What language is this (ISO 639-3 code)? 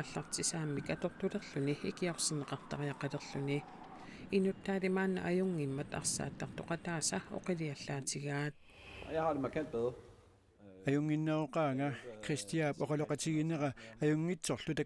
kal